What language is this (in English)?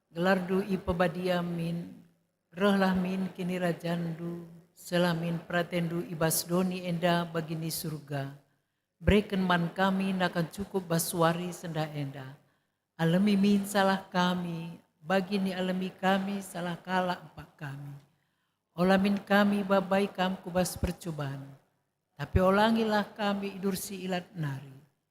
Batak Karo